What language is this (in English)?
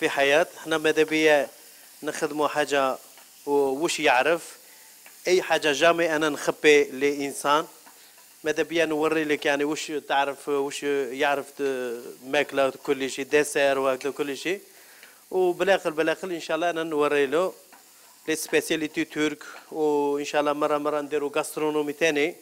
Algerian Arabic